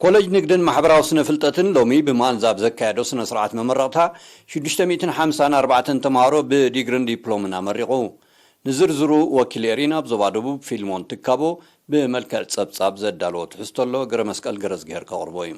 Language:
Tigrinya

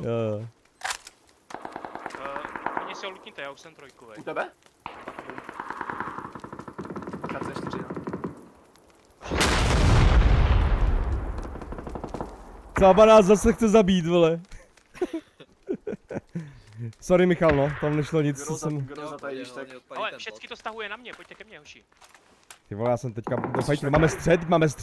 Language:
Czech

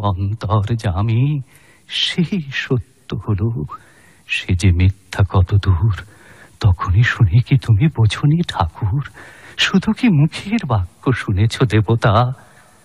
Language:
Bangla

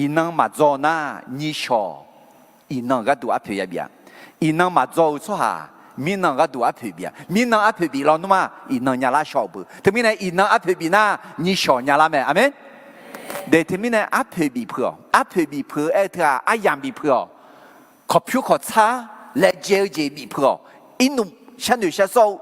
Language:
Akha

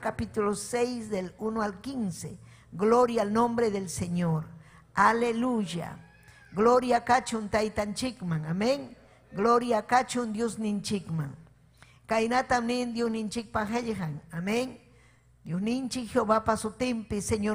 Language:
Ayacucho Quechua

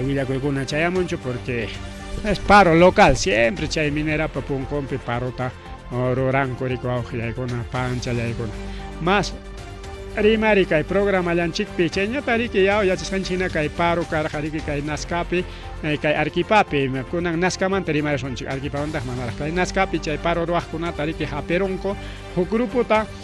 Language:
Ayacucho Quechua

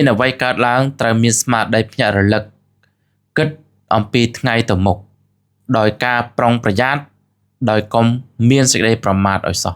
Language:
Khmer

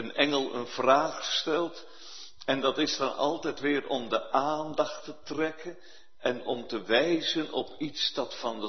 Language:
Dutch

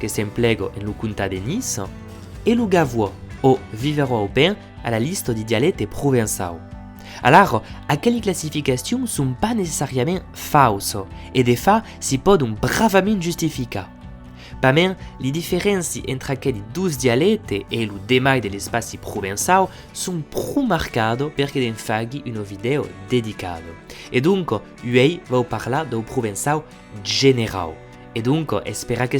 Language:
Occitan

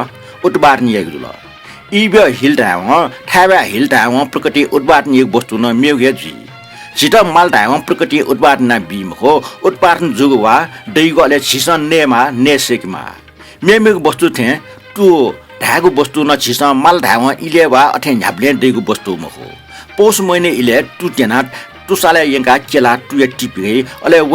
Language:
Newari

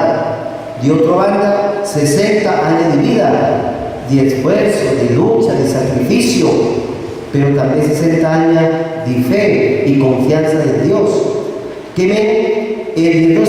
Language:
Papiamento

